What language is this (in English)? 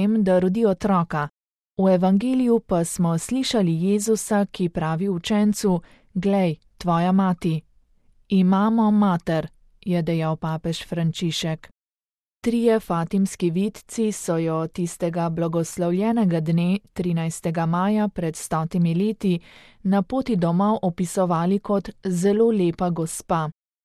Slovenian